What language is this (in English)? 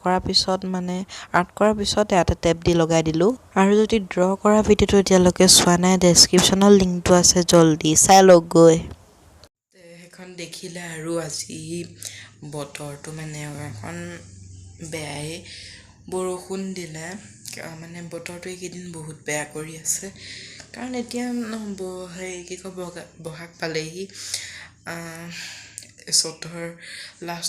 Assamese